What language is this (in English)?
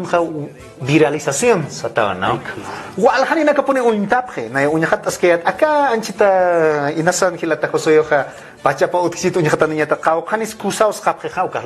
Aymara